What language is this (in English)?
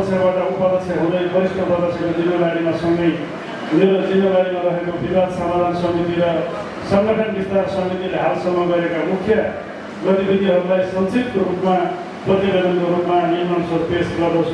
Nepali